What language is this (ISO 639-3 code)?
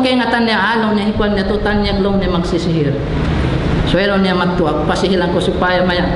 tsg